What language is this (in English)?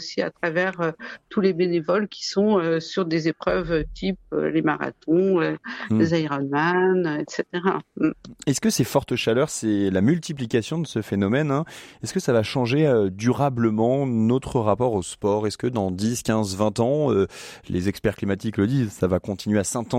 French